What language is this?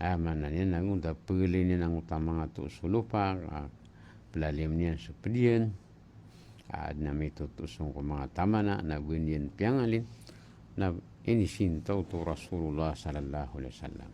Maranao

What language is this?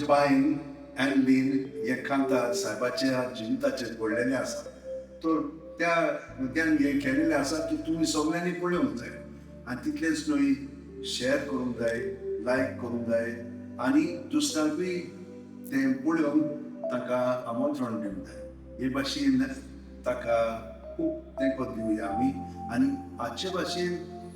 Konkani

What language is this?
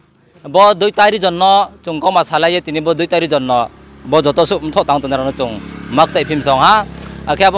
Riang (India)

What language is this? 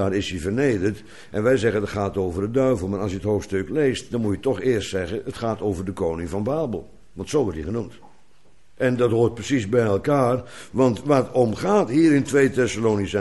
Dutch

